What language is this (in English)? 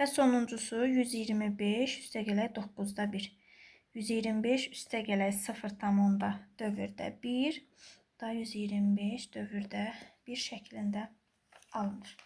Azerbaijani